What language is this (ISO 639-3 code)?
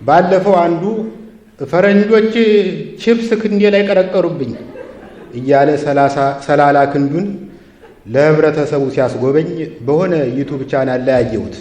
amh